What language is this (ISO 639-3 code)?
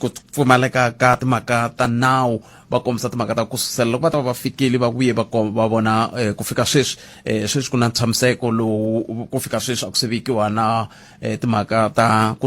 tso